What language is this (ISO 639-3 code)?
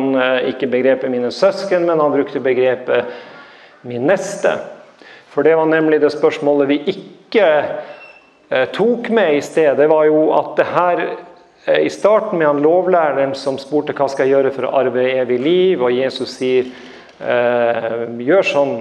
nor